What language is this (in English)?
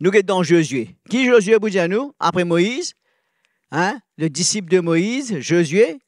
Morisyen